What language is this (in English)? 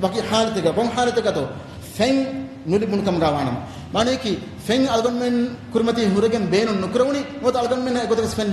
Divehi